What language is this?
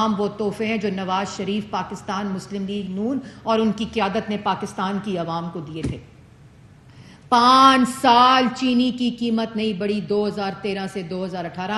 Urdu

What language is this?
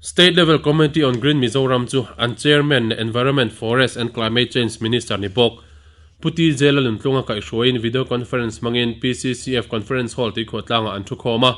Mizo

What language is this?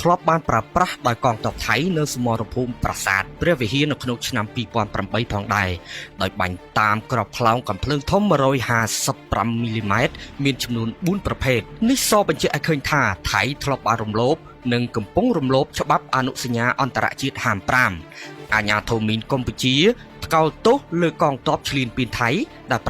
Khmer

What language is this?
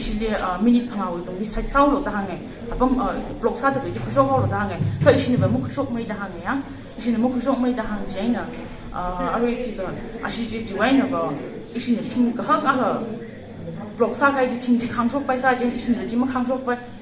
Tangkhul Naga (India)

